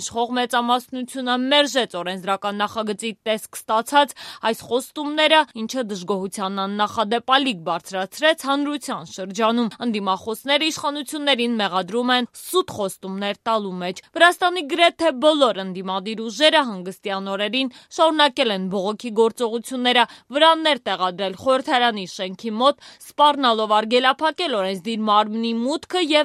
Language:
Armenian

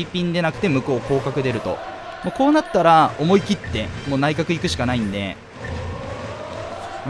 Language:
Japanese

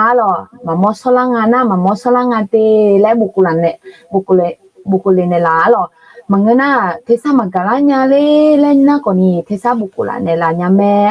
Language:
Akha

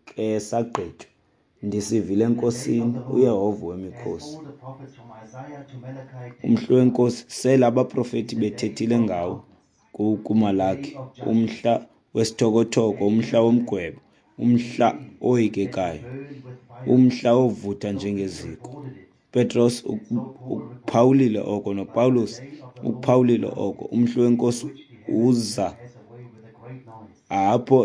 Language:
Xhosa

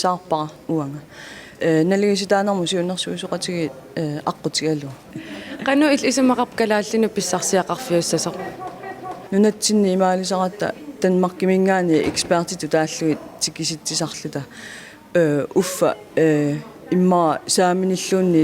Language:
Kalaallisut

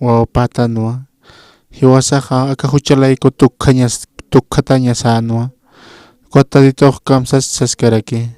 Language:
Aymara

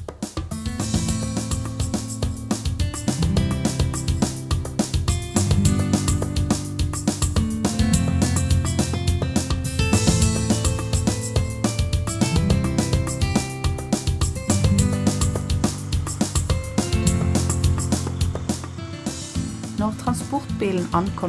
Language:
Norwegian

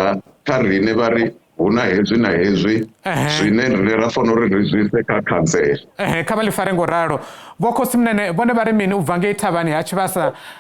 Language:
Venda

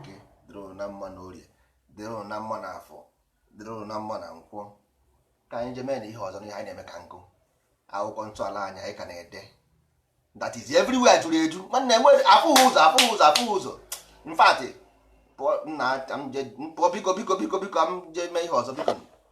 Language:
Igbo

